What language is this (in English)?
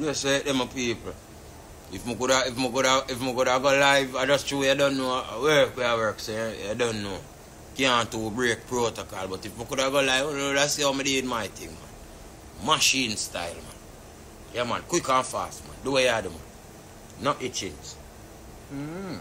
Jamaican Creole English